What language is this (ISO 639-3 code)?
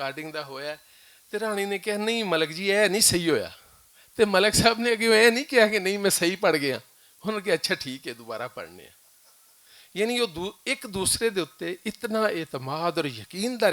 lah